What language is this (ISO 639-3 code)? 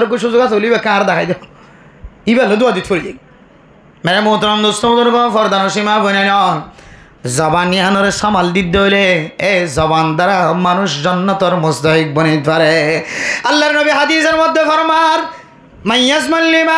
rhg